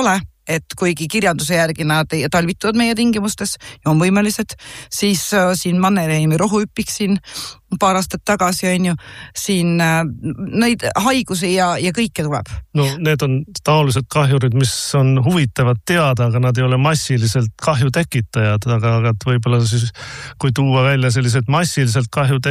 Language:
Estonian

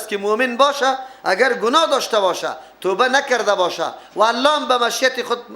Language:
Persian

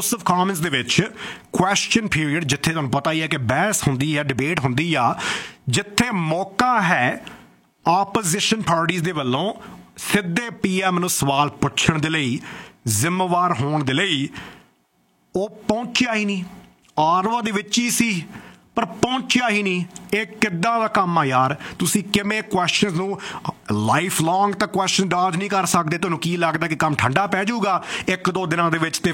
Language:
Punjabi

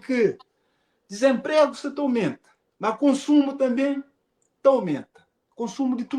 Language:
Kabuverdianu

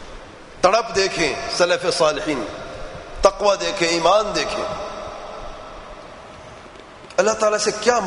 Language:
Urdu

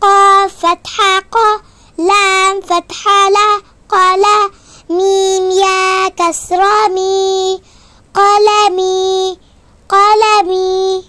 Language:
Divehi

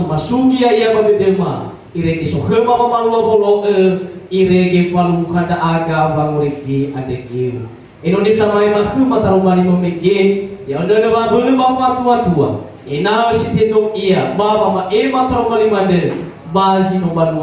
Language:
Nias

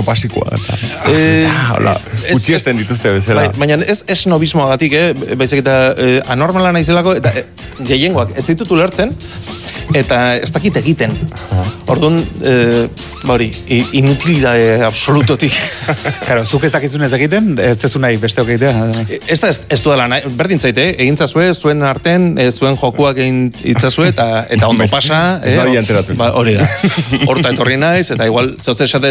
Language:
Basque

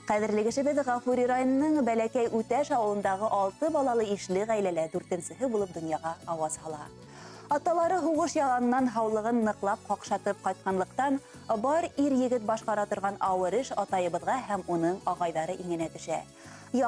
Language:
Bashkir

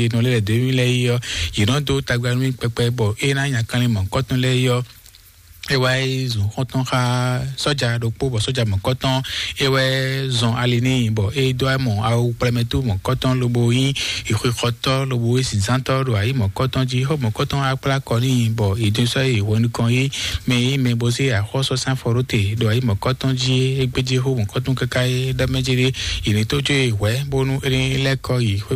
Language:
Fon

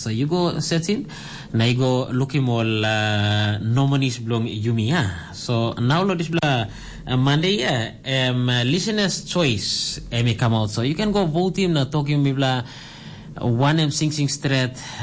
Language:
Tok Pisin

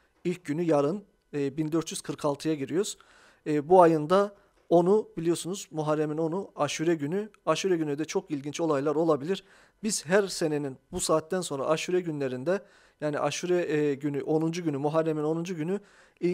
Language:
Turkish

